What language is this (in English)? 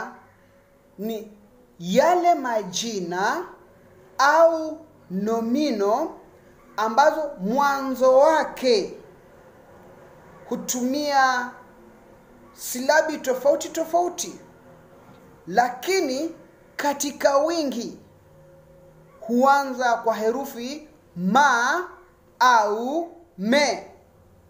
Swahili